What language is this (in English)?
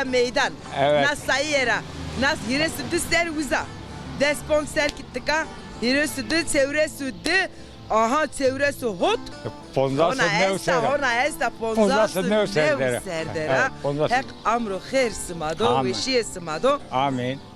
Zaza